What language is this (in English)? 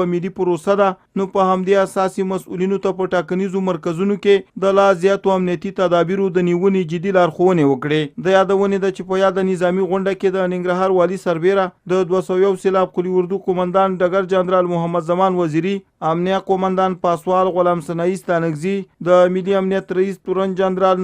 Pashto